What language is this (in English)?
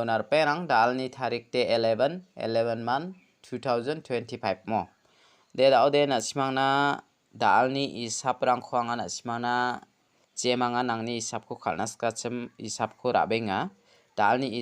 Garo